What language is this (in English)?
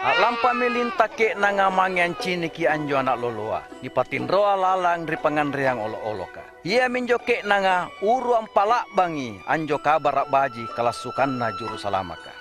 Makasar